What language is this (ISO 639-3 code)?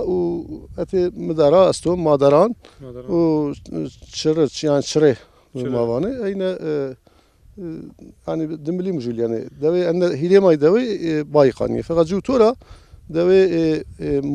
zza